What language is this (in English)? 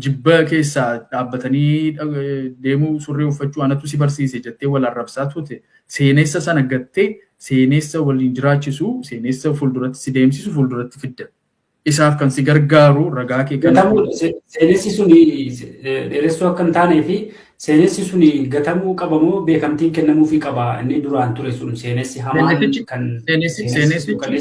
Oromo